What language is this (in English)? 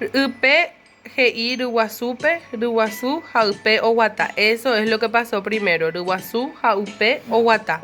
Guarani